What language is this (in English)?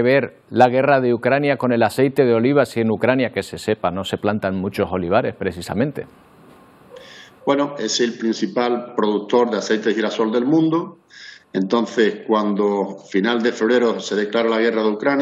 Spanish